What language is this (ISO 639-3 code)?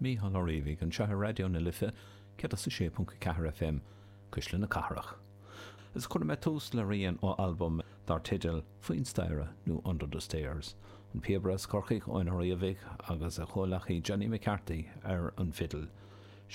gle